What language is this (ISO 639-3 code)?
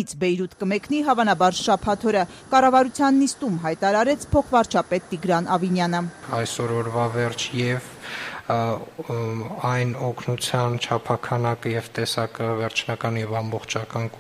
hye